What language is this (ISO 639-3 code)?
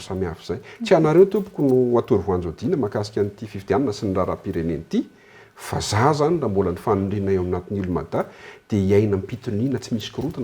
mlg